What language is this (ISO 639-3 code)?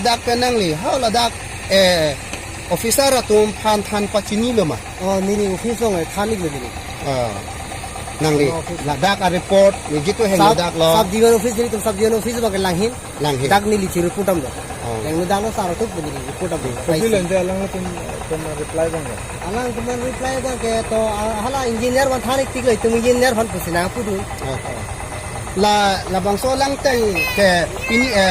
mjw